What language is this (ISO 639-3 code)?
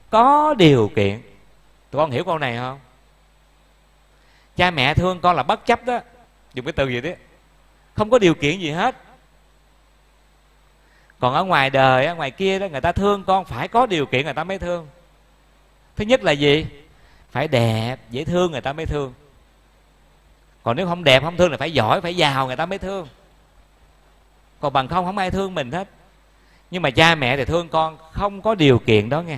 vie